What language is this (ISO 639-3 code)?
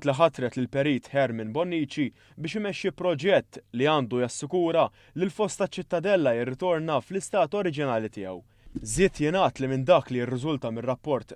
mlt